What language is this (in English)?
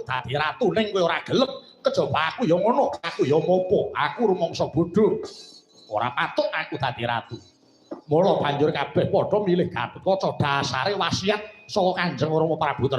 Javanese